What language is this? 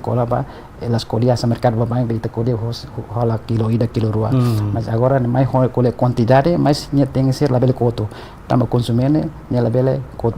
Tetum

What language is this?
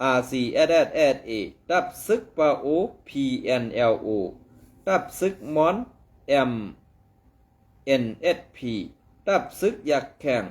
Shan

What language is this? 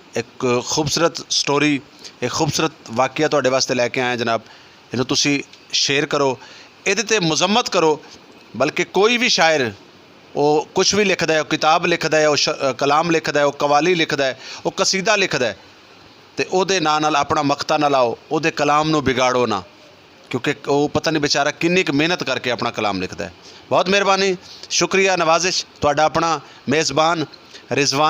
Saraiki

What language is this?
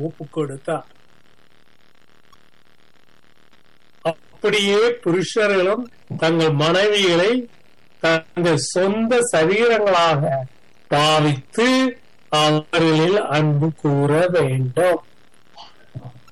Tamil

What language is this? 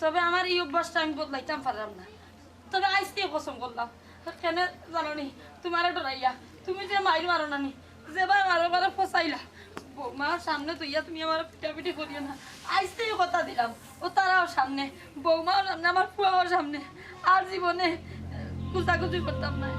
Sylheti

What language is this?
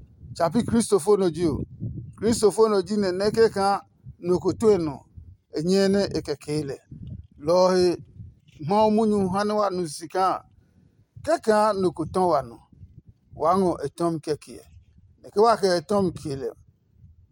Adangme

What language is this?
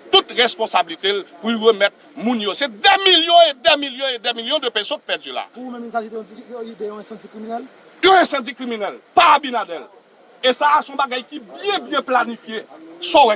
Haitian Creole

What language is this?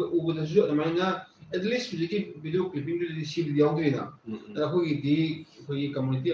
Manipuri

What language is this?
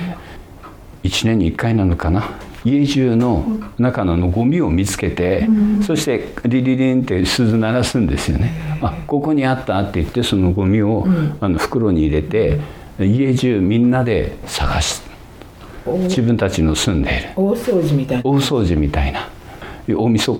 Japanese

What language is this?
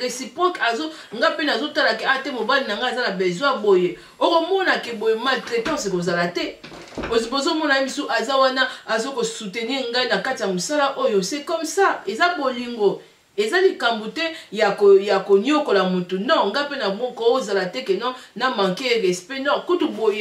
Lingala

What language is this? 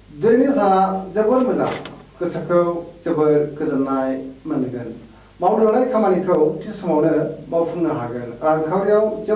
Bodo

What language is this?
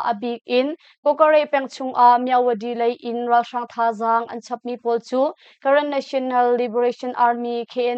Hakha Chin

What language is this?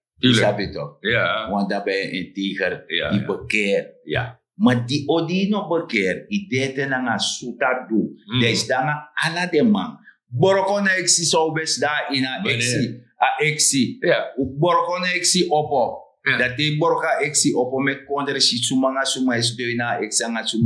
Sranan Tongo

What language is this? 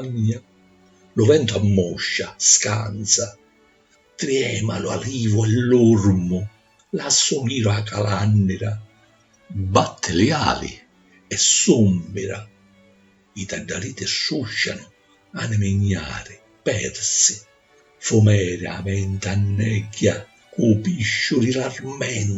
Sicilian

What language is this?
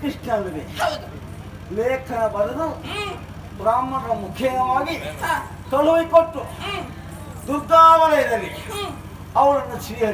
Kannada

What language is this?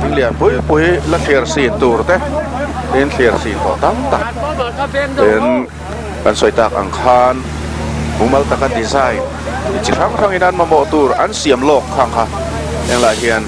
Mizo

